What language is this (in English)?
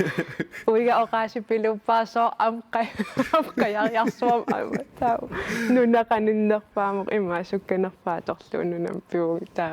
Kalaallisut